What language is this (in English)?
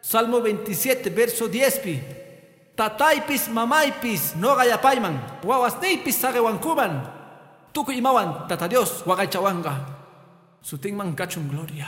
Quechua